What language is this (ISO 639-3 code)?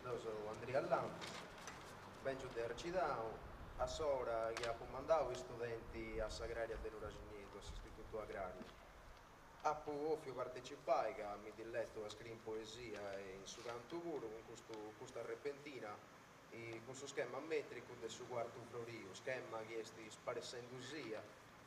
srd